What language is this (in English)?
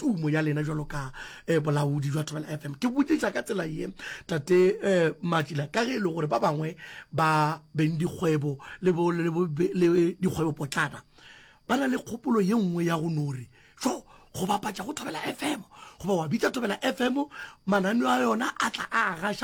Northern Sotho